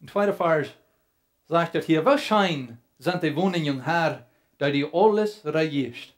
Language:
Plautdietsch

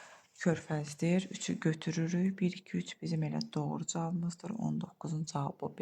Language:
Azerbaijani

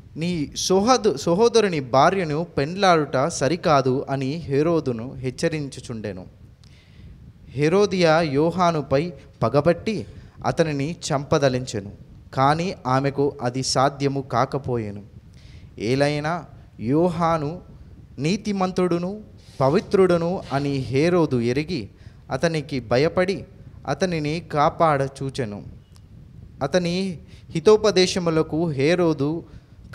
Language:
Telugu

